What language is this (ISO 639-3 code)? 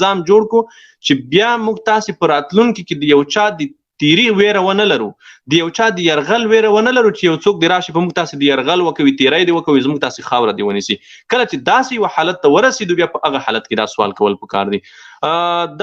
pus